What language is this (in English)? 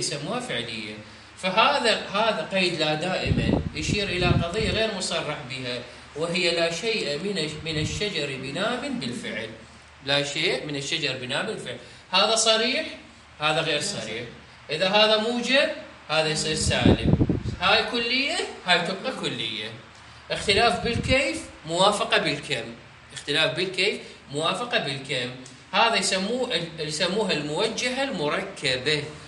Mesopotamian Arabic